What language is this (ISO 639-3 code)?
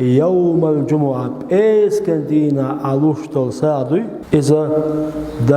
che